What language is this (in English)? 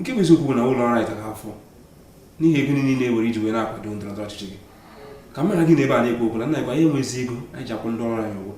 Igbo